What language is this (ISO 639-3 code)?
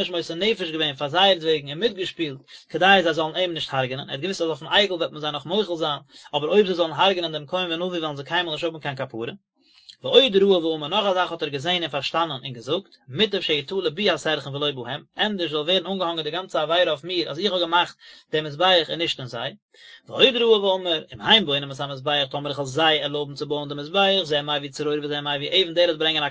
yid